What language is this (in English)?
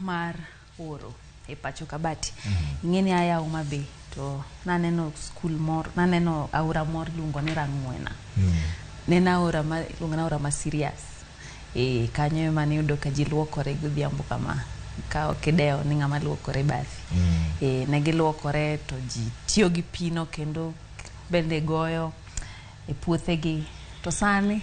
Luo (Kenya and Tanzania)